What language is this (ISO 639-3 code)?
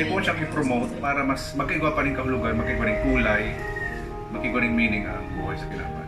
bik